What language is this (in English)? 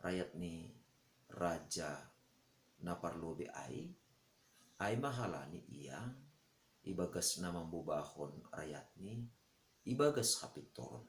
Batak Simalungun